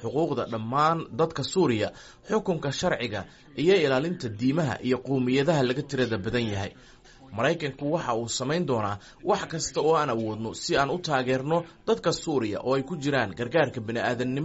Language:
Somali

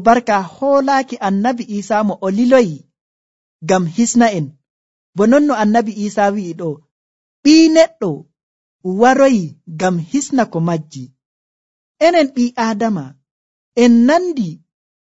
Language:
Nigerian Fulfulde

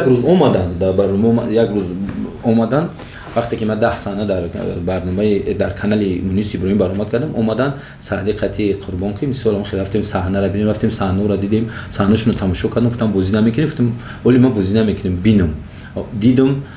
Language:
Tajik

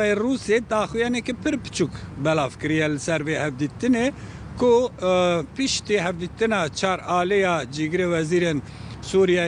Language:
Kurdish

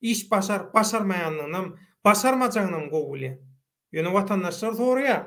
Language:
Turkmen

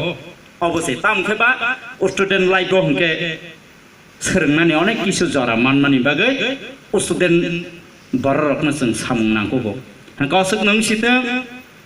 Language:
Kok Borok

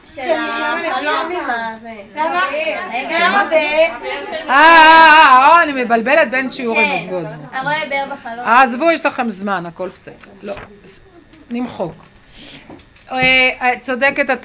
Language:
Hebrew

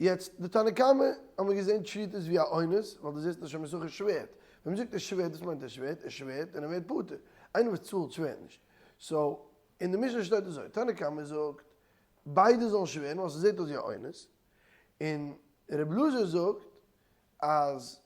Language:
Yiddish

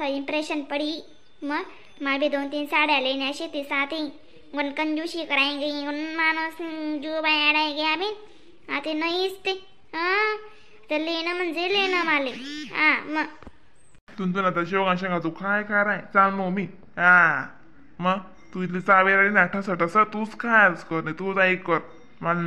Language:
Khandesi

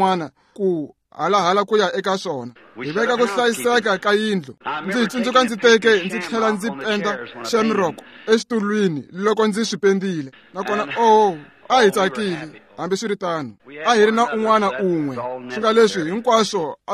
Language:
Tsonga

